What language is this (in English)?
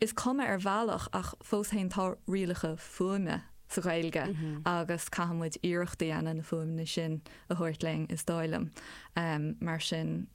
Irish